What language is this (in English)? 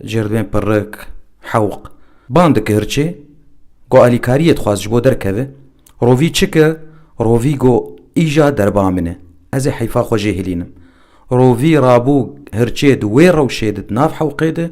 Kurdish